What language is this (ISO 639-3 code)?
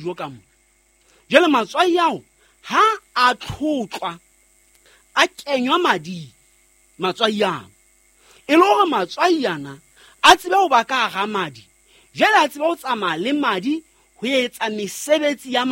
sot